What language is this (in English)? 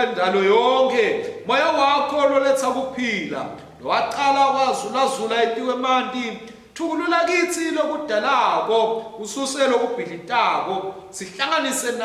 Swati